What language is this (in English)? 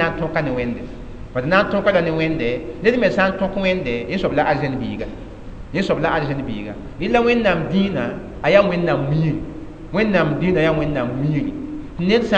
Mossi